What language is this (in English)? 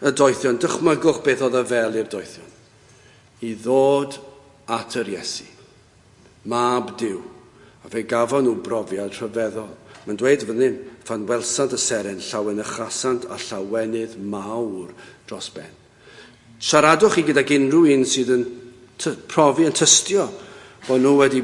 Welsh